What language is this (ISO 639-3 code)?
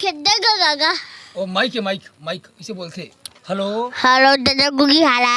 hne